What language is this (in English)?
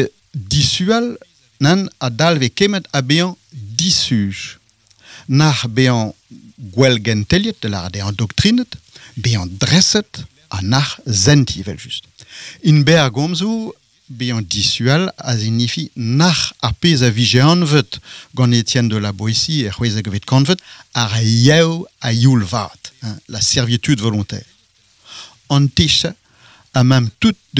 Breton